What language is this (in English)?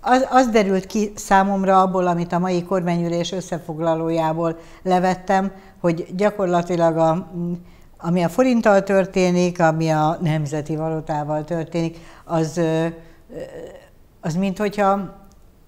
Hungarian